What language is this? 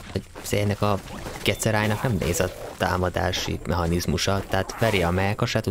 Hungarian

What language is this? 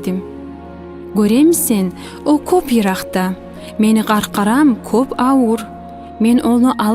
Kumyk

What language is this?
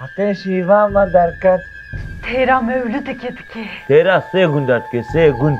Kurdish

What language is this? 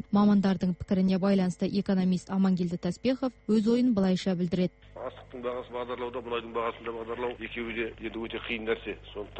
Kazakh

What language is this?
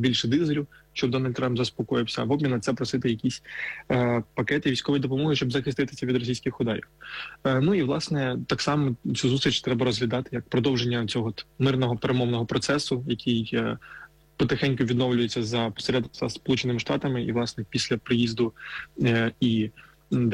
Ukrainian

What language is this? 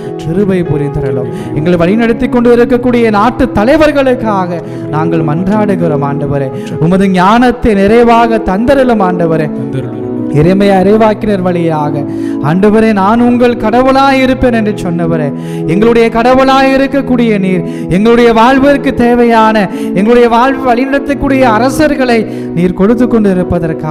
Tamil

